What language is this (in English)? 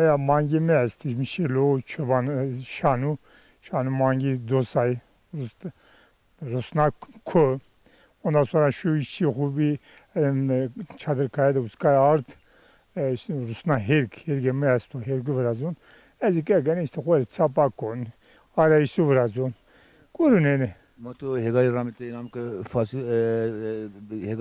Zaza